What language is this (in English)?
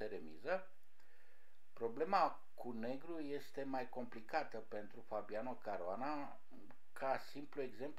Romanian